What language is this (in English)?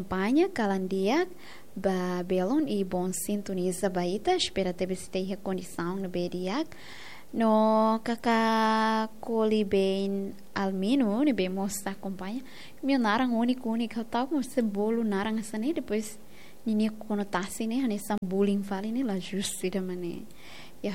Tetum